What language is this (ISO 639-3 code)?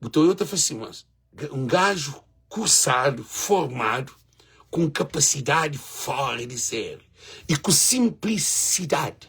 kea